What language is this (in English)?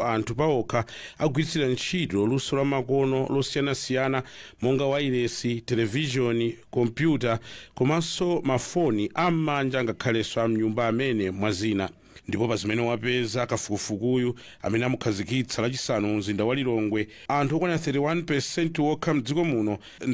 Nyanja